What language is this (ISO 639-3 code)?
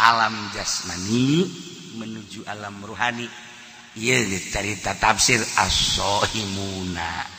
sun